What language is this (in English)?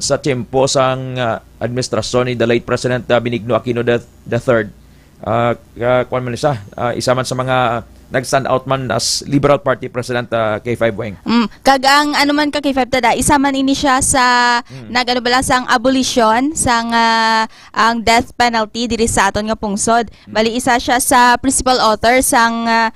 Hiligaynon